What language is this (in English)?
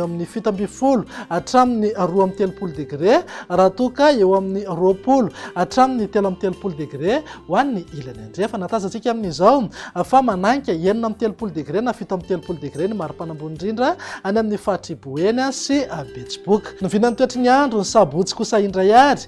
Malagasy